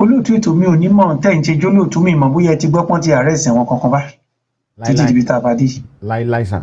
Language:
Yoruba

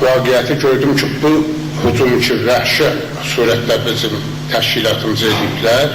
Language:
South Azerbaijani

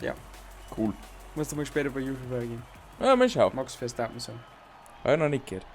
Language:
Bavarian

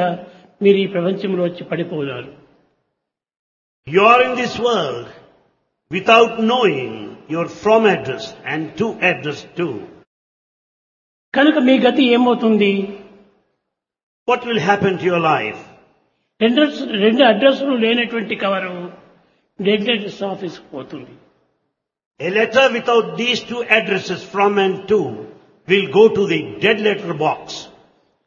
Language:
Telugu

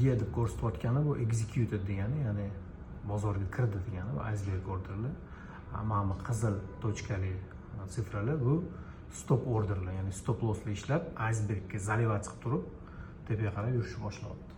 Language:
Uzbek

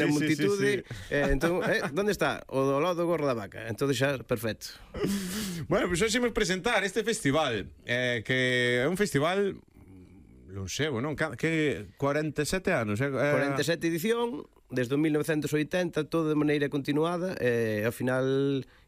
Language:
Galician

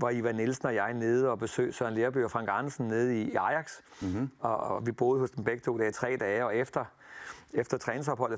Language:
Danish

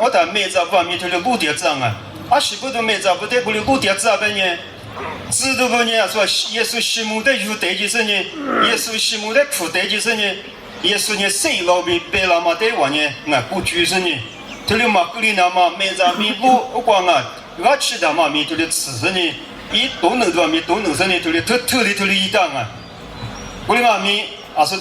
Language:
Lisu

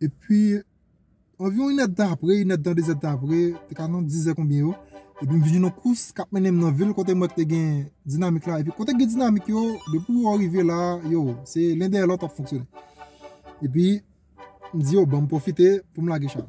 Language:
Haitian Creole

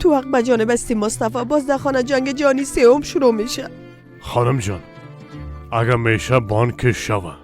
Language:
Persian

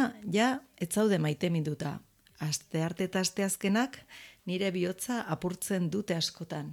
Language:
Basque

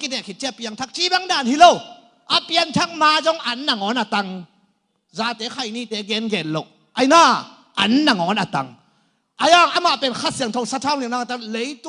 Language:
Tedim Chin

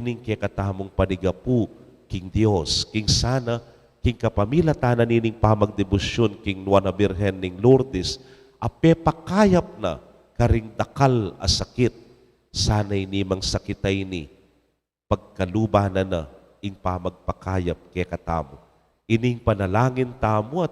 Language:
Pampanga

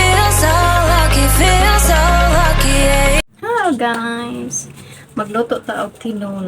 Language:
Cebuano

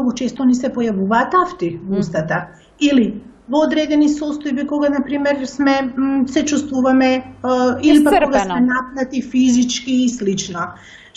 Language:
Macedonian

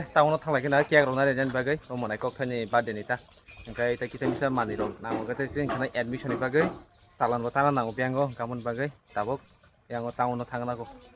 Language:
Kok Borok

